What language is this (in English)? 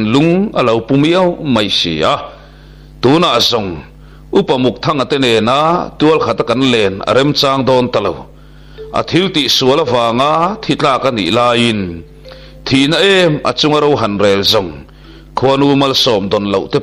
Mizo